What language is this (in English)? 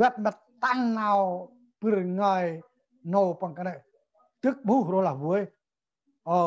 Central Mnong